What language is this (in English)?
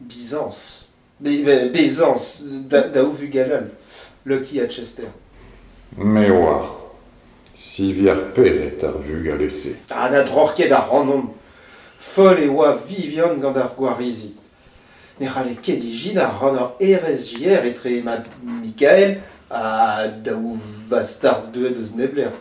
Breton